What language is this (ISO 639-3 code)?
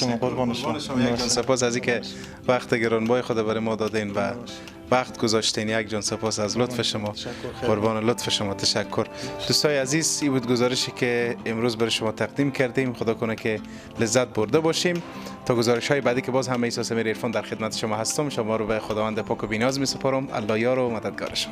fas